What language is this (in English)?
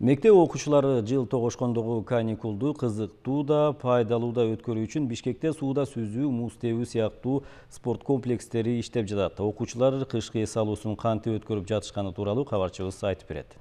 Kyrgyz